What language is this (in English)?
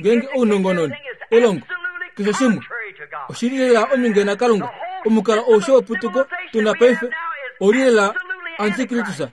Kuanyama